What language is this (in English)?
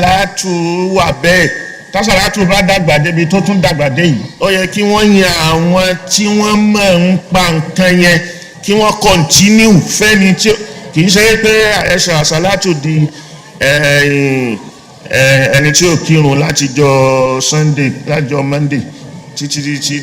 Yoruba